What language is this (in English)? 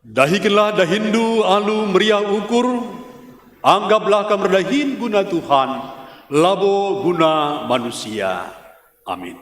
Batak Karo